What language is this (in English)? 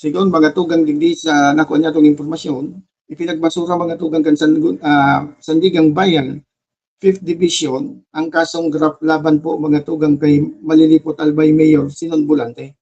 Bikol